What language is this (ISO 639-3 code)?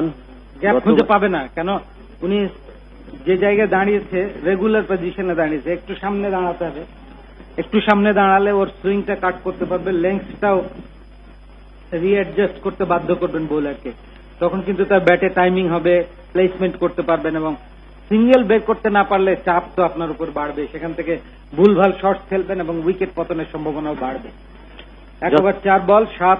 ben